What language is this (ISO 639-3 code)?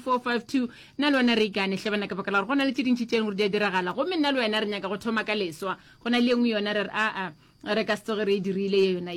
nso